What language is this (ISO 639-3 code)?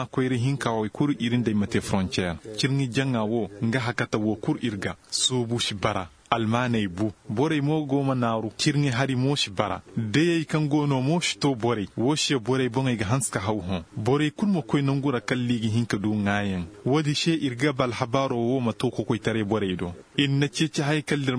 dje